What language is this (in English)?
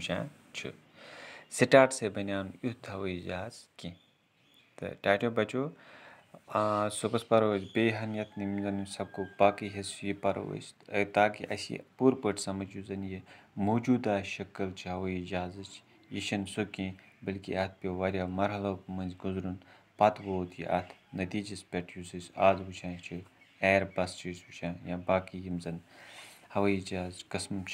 Kashmiri